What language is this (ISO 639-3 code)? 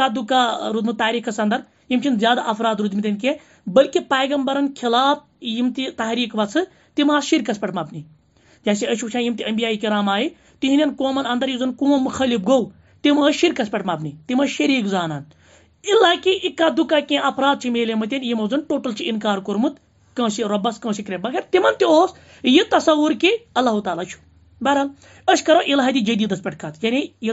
kas